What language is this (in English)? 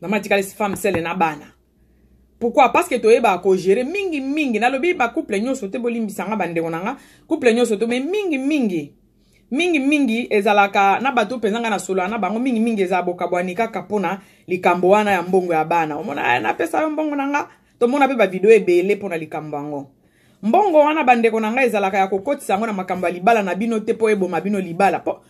Lingala